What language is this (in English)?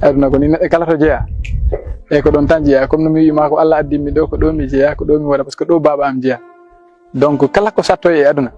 Fula